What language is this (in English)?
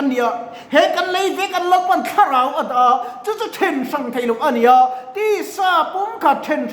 Mizo